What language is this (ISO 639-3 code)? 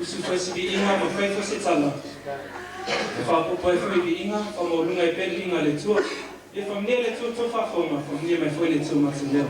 smo